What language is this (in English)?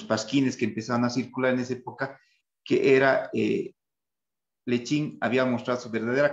Spanish